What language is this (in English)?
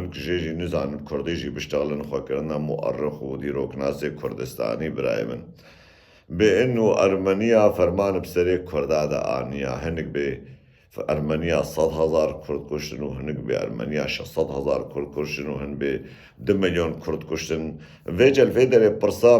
Kurdish